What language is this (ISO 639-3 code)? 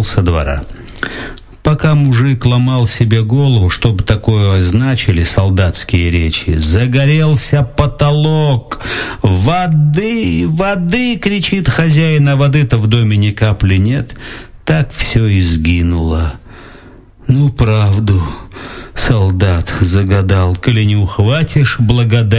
rus